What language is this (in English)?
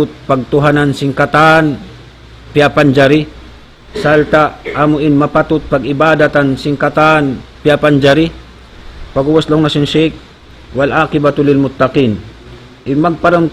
Tausug